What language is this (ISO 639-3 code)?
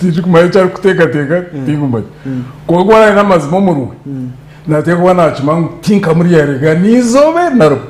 nyn